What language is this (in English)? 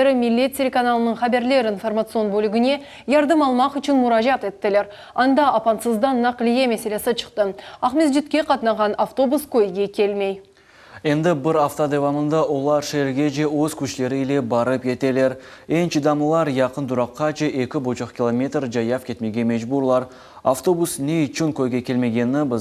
Crimean Tatar